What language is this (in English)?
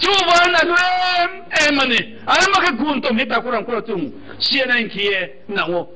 Riang (India)